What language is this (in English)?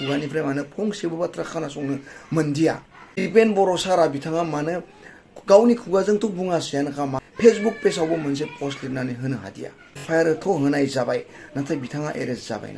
Bodo